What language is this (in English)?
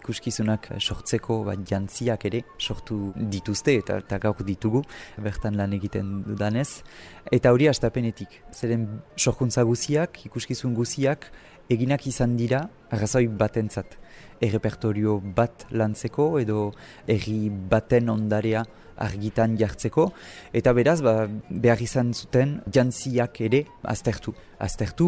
Basque